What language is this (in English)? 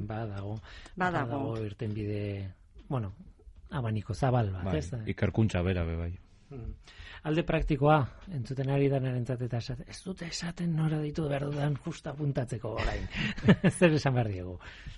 Basque